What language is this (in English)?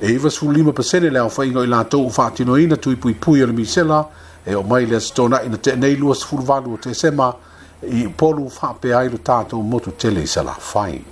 Samoan